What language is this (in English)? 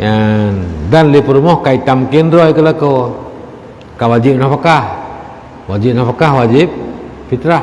Achinese